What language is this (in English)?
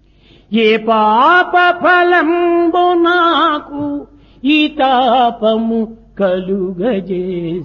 Telugu